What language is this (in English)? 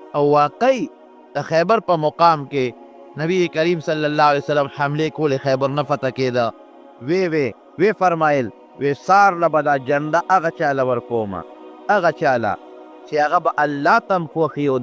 Pashto